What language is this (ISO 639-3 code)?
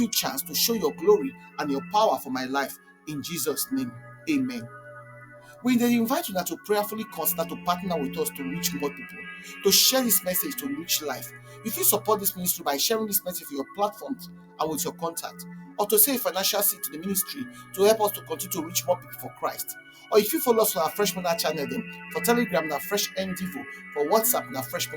pcm